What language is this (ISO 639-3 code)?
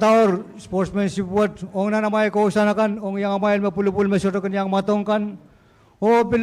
pon